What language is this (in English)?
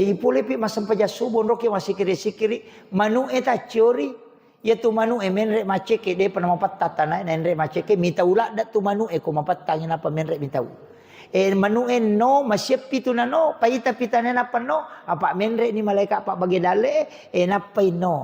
Buginese